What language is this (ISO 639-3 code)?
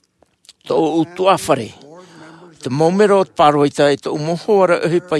tah